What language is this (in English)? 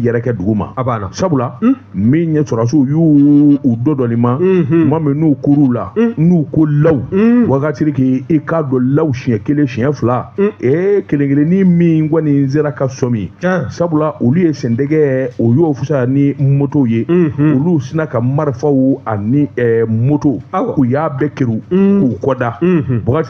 Bambara